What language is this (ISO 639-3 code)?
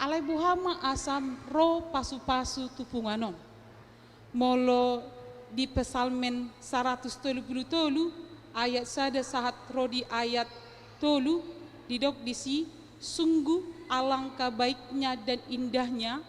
bbc